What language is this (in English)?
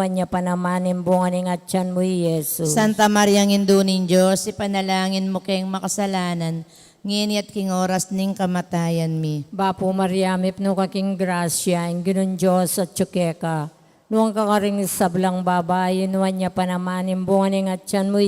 Pampanga